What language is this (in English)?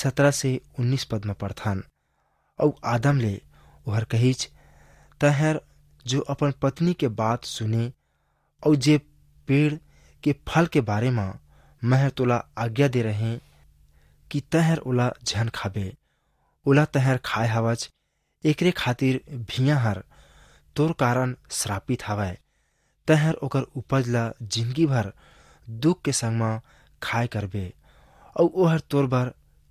Chhattisgarhi